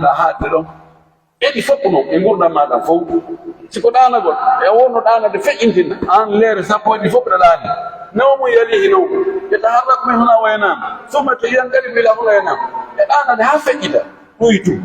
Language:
Pular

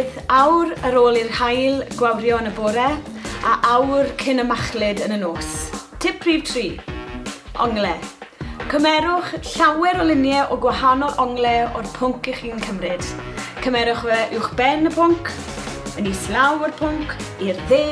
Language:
Welsh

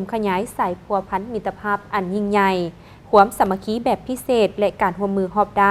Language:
Lao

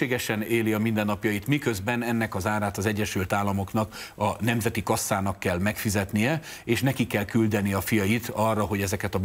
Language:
Hungarian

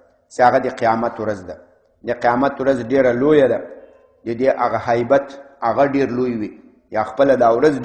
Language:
Pashto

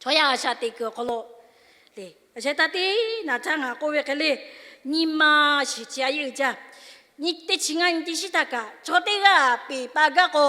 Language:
Lahu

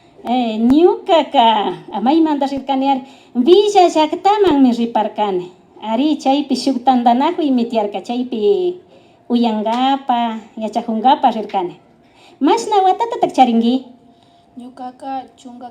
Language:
Imbabura Highland Quichua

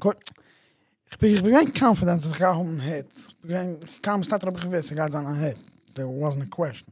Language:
Yiddish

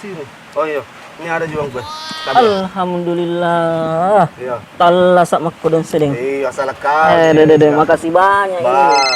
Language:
Makassar Malay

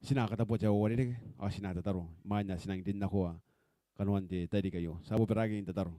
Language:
Gilbertese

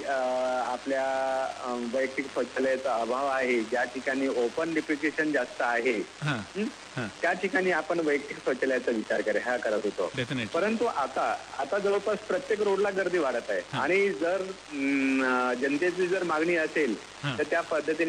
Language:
Marathi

